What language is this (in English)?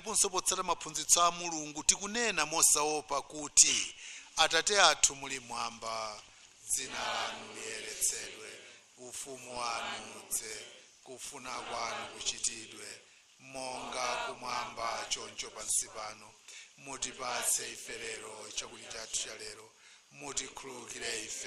Nyanja